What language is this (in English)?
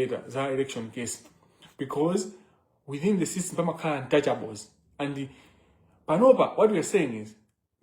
Nyanja